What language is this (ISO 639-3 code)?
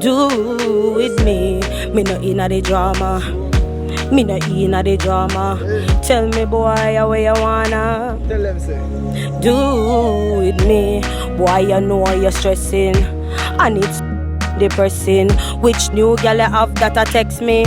jam